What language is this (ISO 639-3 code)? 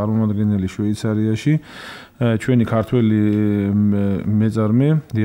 kat